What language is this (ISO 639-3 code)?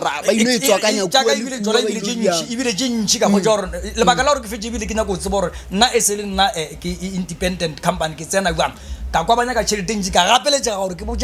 nso